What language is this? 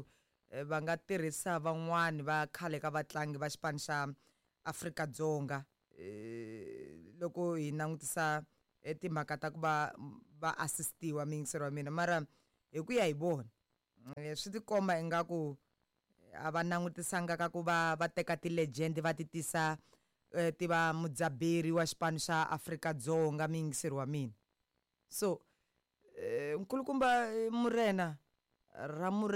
Tsonga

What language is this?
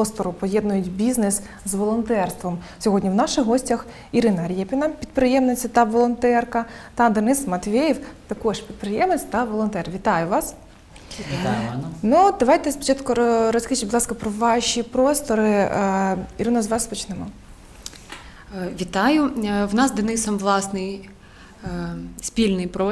Ukrainian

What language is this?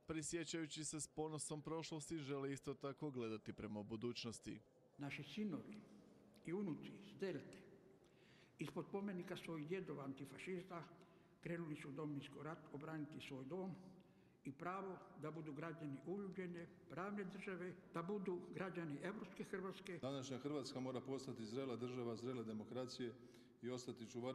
Croatian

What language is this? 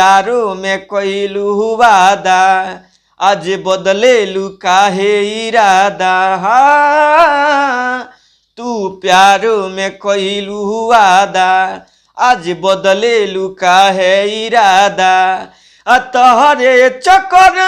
Bhojpuri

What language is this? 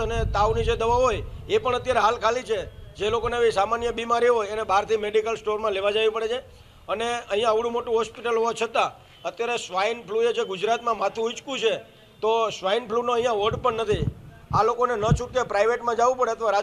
Gujarati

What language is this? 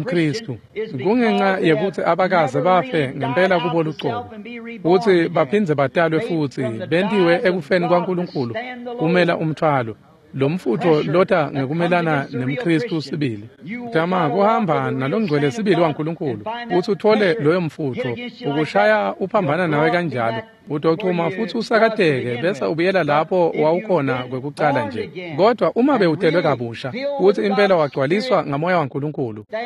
Swati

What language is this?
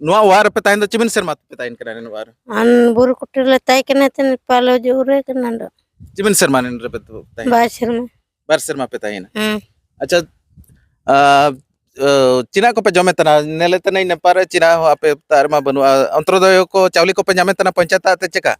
Santali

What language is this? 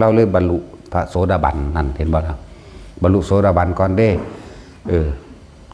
Northeastern Thai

